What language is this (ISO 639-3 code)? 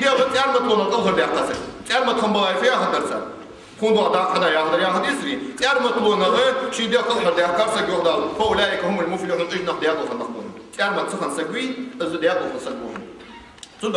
inh